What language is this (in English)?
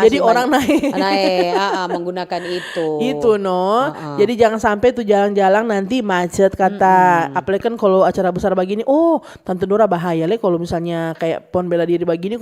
Manado Malay